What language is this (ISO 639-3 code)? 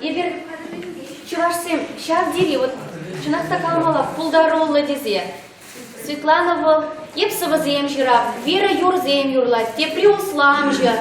chv